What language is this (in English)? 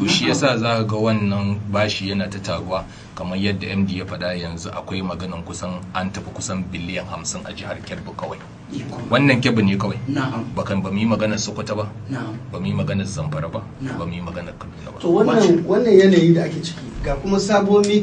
Hausa